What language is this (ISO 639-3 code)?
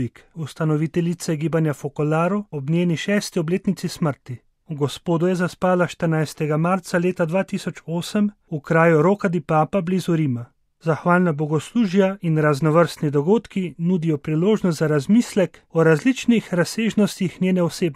slv